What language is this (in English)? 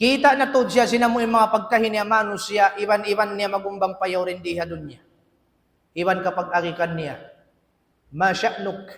Tausug